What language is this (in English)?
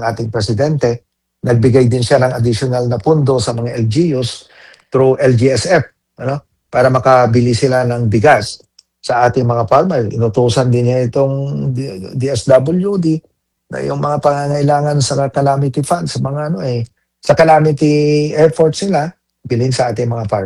Filipino